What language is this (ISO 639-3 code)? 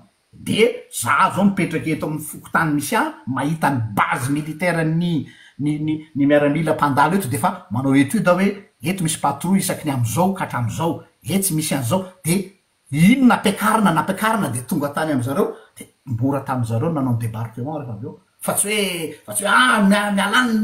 mlg